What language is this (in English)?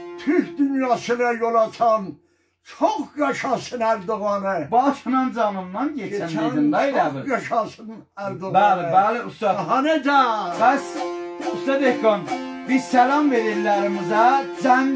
South Azerbaijani